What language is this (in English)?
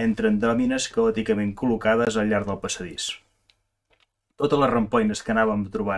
Catalan